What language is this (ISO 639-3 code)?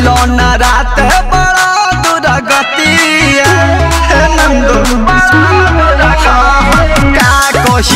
bho